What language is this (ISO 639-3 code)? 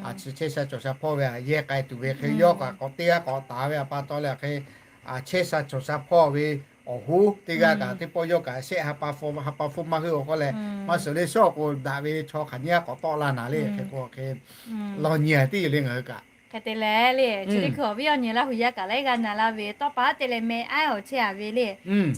lhu